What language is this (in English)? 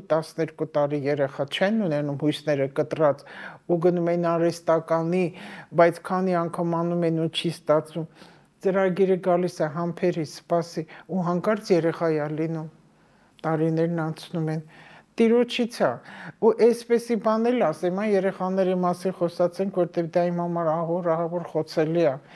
Armenian